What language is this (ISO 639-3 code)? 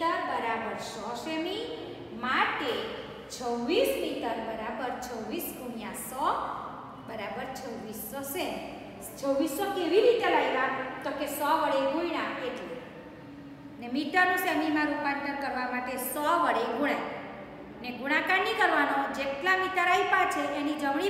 guj